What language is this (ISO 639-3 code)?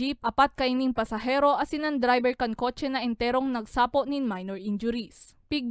bik